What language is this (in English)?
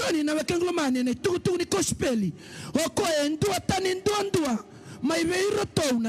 Fijian